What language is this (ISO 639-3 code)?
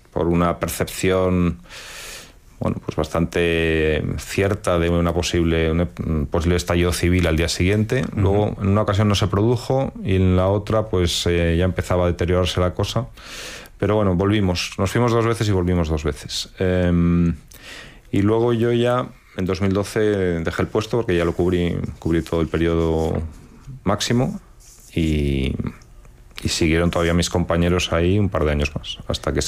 spa